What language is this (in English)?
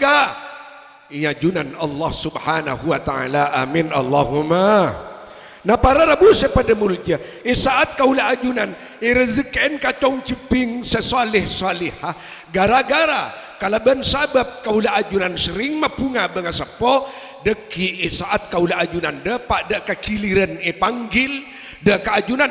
Madurese